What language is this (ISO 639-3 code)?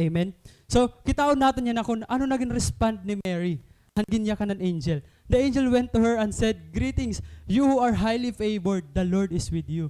war